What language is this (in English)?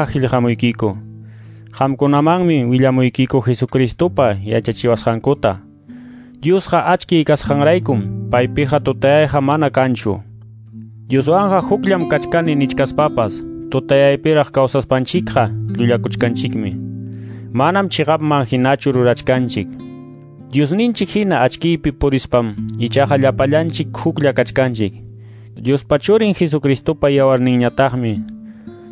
Quechua